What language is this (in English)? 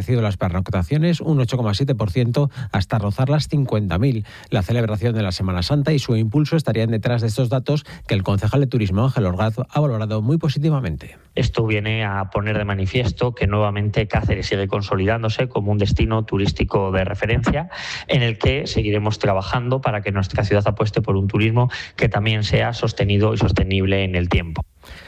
Spanish